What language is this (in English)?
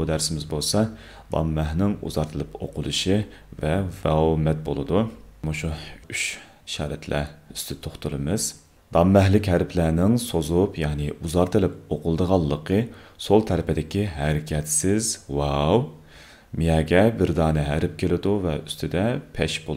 Uyghur